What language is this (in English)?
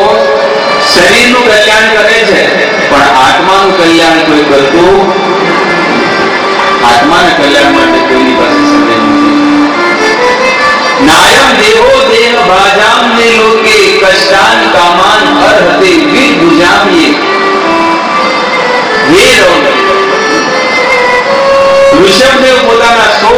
Gujarati